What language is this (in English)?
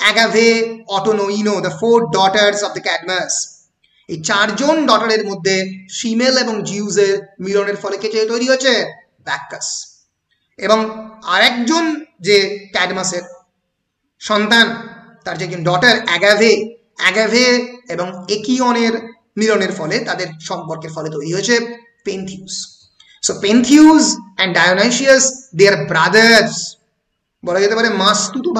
Bangla